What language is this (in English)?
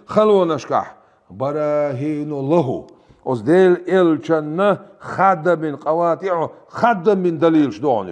Chechen